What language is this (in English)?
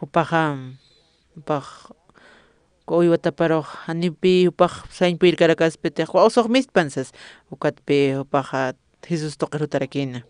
Aymara